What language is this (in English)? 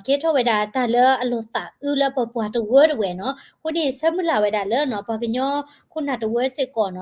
S'gaw Karen